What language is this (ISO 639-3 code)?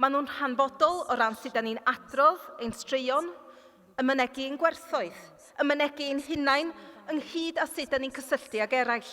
cym